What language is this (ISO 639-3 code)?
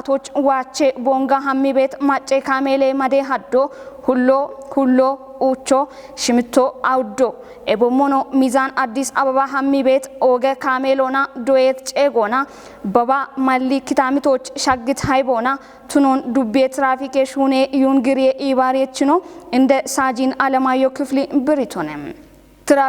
kbr